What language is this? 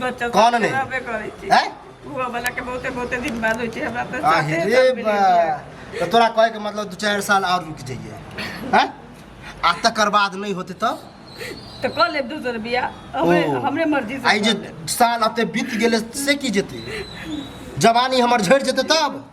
Maithili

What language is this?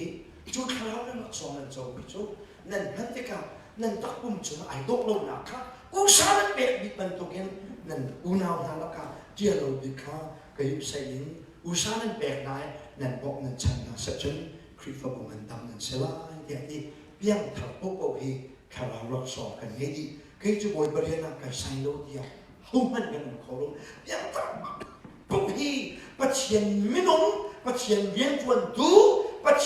Hakha Chin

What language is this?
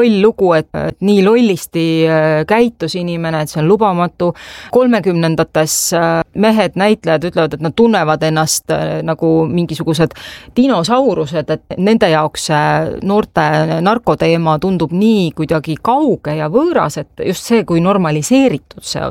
Estonian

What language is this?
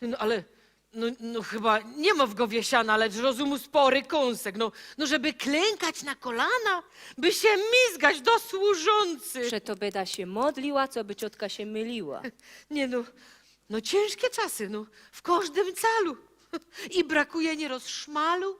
Silesian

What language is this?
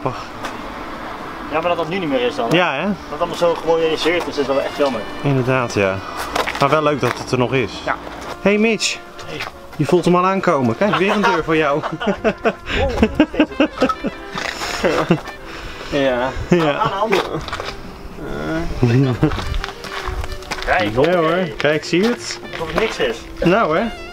Dutch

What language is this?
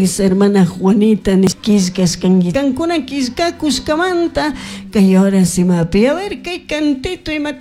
Chimborazo Highland Quichua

